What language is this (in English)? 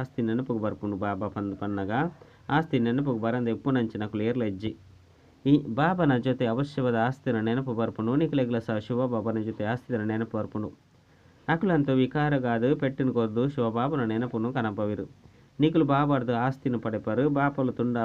Tulu